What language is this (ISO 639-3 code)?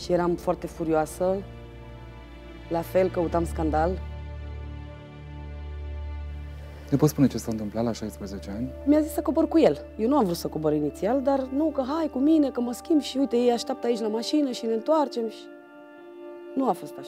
ron